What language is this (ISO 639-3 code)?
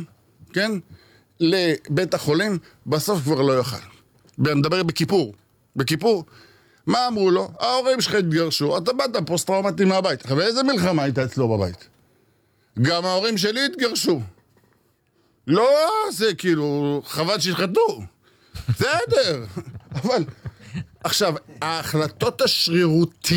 heb